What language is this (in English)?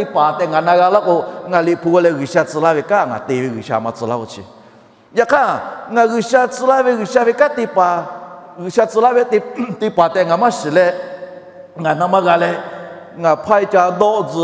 Lahu